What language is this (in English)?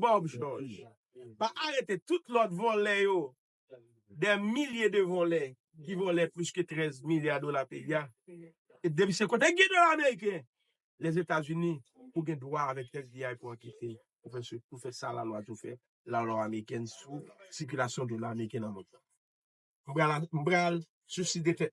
Haitian Creole